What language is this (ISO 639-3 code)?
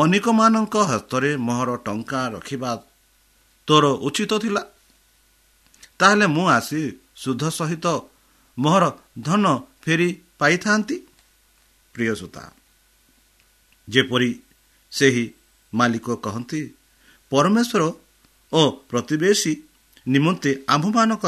ori